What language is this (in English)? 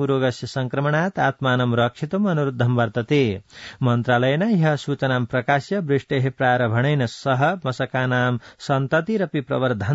Sanskrit